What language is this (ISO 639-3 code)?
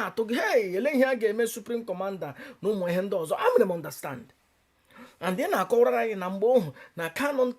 ibo